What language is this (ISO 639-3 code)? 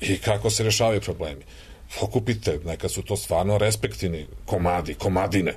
srp